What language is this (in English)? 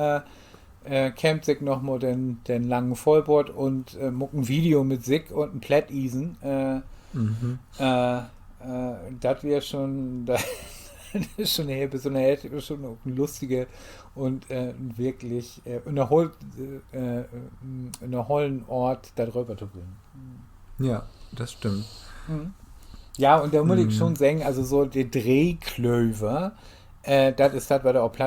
Low German